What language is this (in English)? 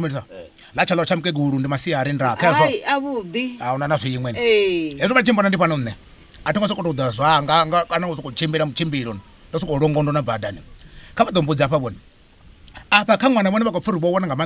Venda